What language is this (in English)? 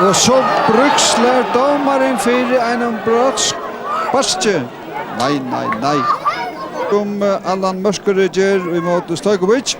Faroese